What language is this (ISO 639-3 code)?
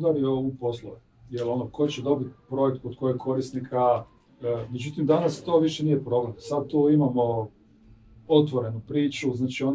hrv